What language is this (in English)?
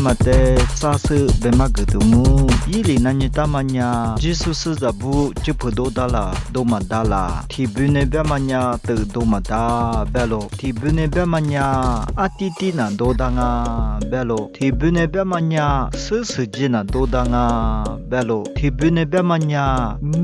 Lisu